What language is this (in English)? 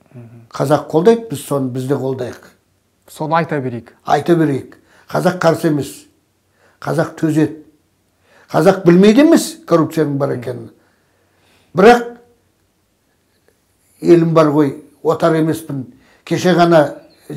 Kazakh